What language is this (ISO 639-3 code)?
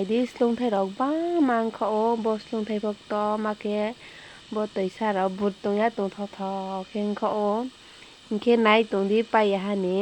ria